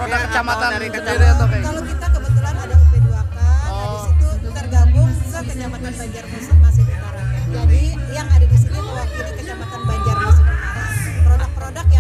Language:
Indonesian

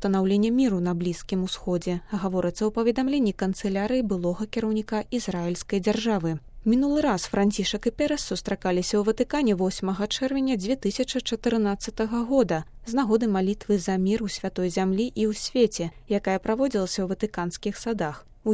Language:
Belarusian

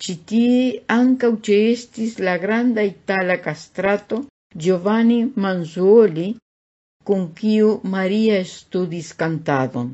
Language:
Esperanto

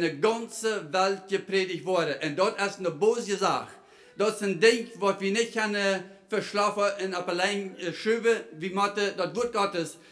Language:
Plautdietsch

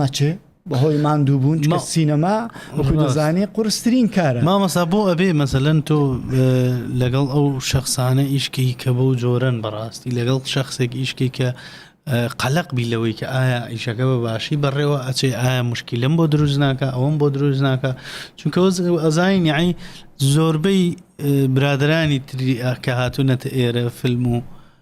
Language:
Central Kurdish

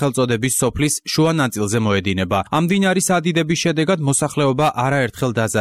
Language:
Georgian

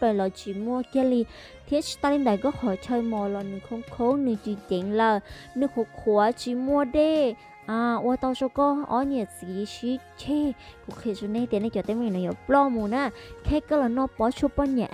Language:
Hmong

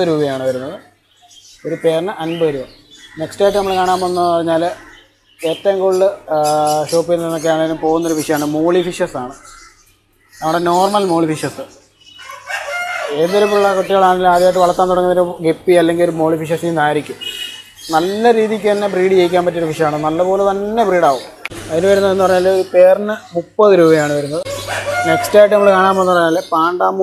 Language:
Malayalam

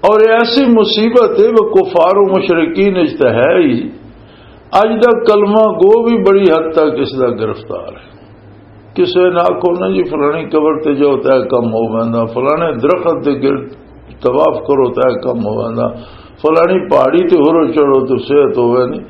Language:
Western Panjabi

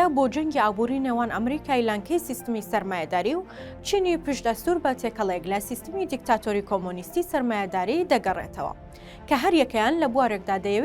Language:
Central Kurdish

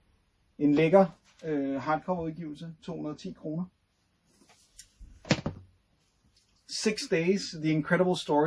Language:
Danish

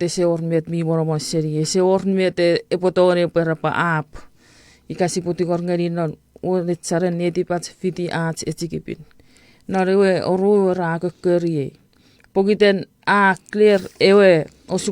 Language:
Chuukese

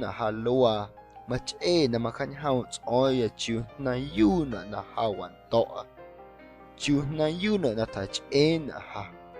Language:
Guerrero Amuzgo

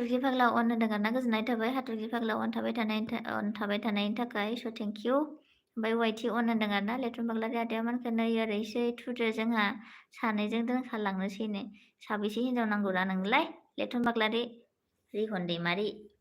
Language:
Bodo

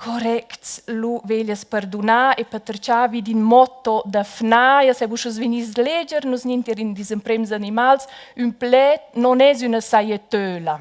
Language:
Romansh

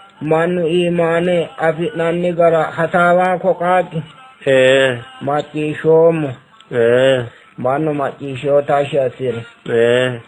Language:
Sidamo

